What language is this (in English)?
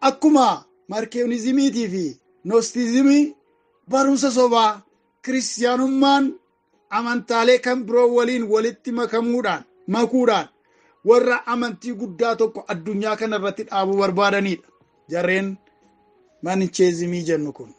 Oromo